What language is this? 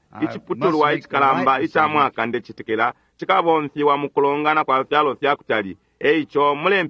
Bemba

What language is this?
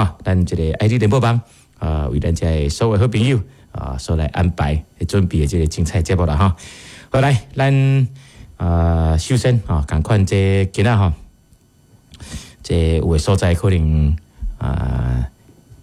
Min Nan Chinese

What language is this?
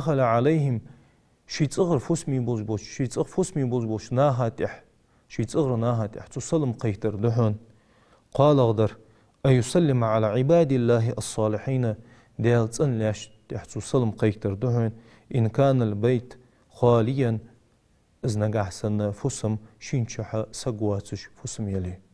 Ingush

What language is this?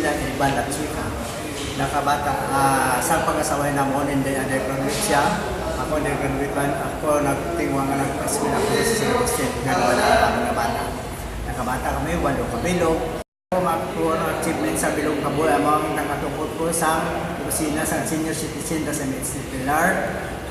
Hiligaynon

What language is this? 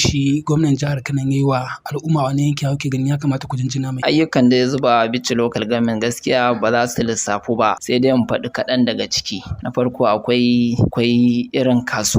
Hausa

